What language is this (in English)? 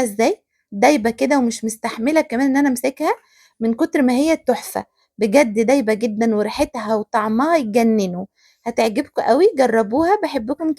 Egyptian Arabic